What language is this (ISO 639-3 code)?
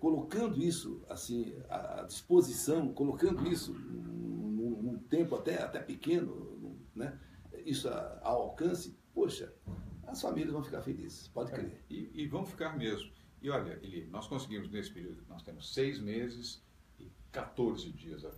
por